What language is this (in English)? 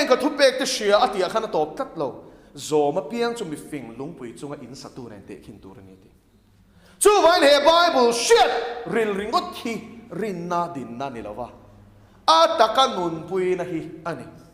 Mizo